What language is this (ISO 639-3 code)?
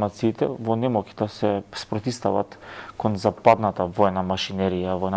mkd